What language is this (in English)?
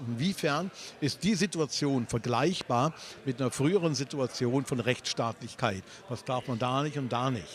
Swiss German